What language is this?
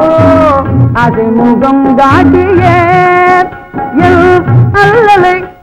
Tamil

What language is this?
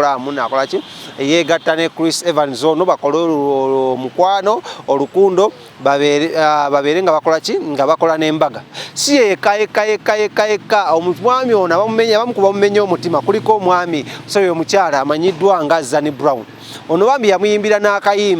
Ganda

